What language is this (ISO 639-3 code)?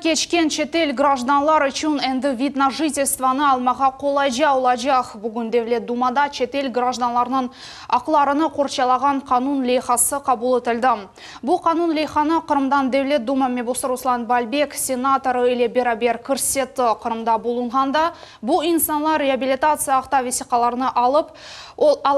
crh